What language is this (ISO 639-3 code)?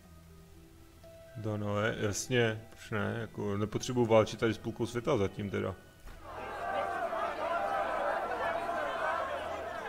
ces